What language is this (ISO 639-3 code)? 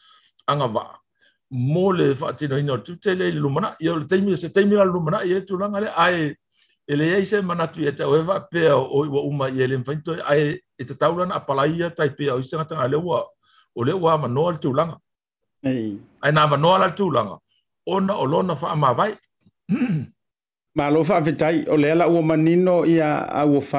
smo